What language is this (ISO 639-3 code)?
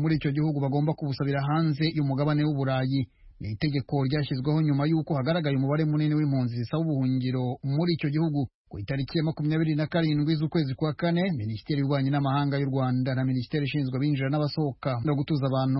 kin